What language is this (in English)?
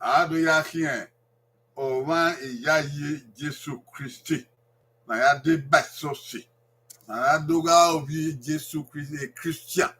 Bini